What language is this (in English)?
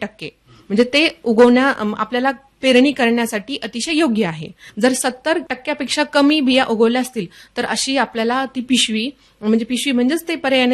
Marathi